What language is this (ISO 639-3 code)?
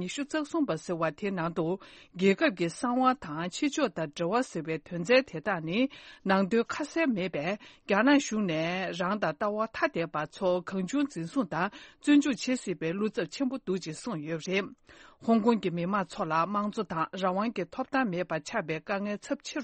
bod